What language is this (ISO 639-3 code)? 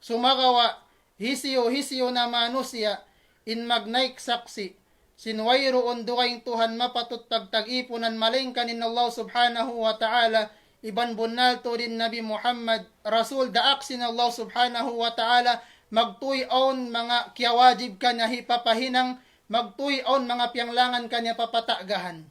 tsg